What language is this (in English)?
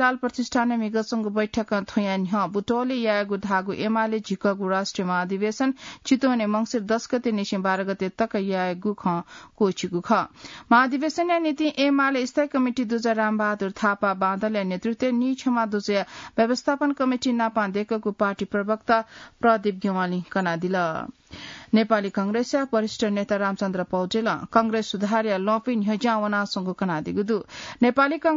Newari